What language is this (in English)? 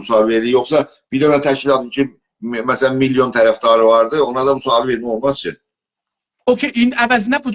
South Azerbaijani